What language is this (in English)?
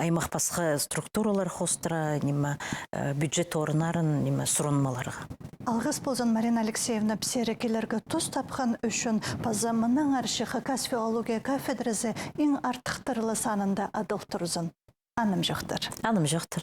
Khakas